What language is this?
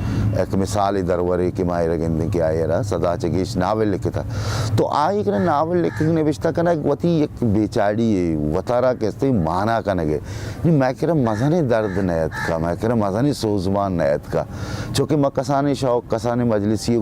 Baluchi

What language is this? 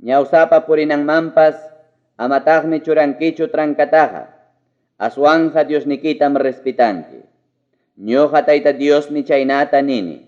Ayacucho Quechua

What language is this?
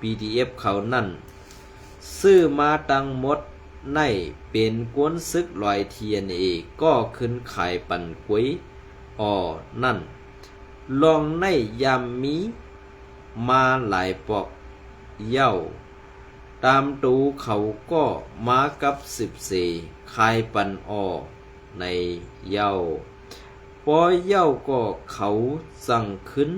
Shan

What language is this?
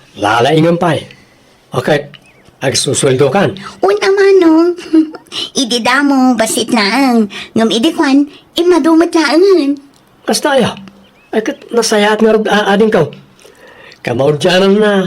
Iloko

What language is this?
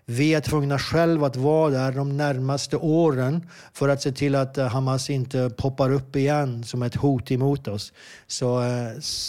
Swedish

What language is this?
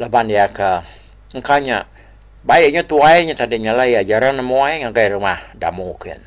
Iban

